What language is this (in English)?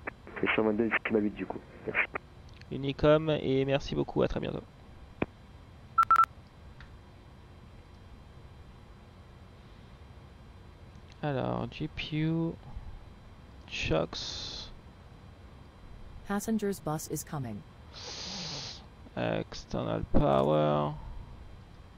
French